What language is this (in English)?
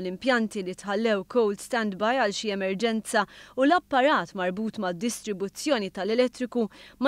Maltese